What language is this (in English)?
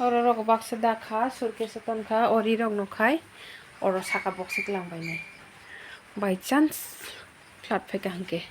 Kok Borok